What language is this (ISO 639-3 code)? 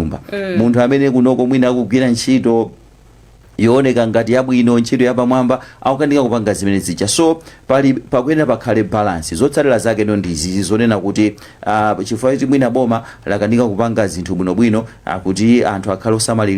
nya